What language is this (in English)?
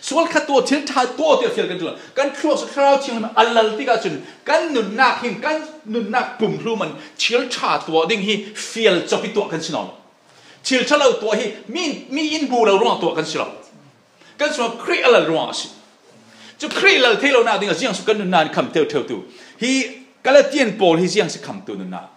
Falam Chin